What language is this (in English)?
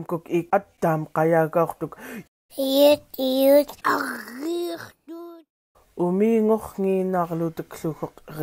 Central Yupik